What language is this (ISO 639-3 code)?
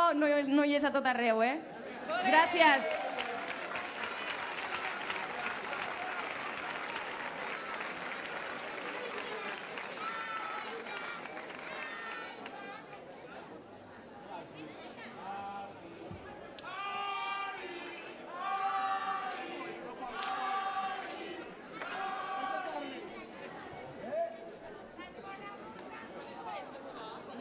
cat